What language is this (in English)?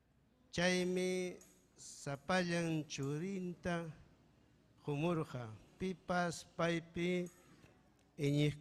Ayacucho Quechua